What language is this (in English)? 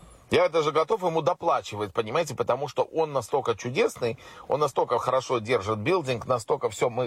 Russian